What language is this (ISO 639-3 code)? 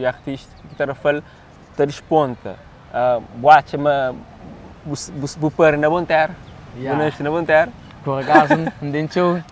kea